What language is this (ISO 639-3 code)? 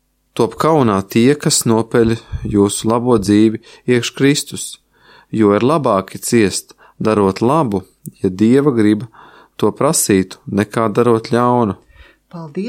lav